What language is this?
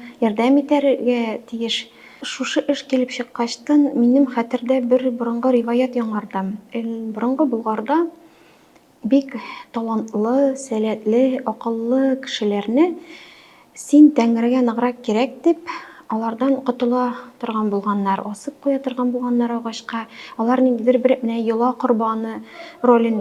Tatar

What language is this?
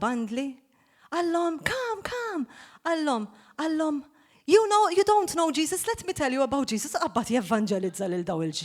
Maltese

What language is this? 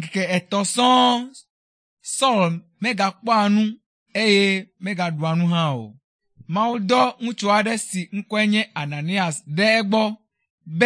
Ewe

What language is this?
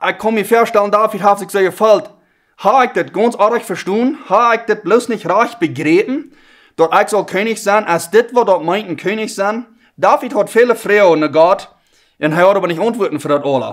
Plautdietsch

